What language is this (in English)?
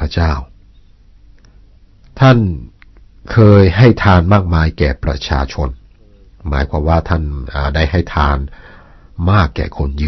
Thai